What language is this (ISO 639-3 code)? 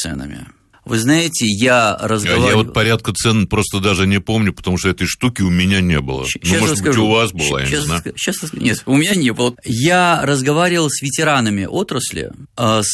rus